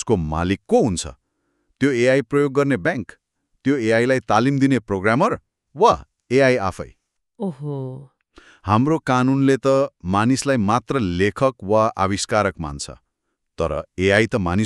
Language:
Nepali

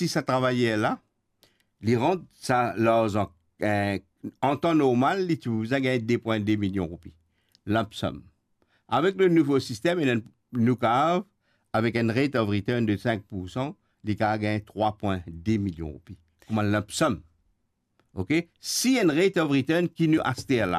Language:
Morisyen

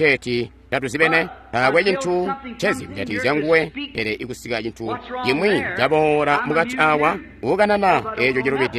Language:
Tonga (Zambia)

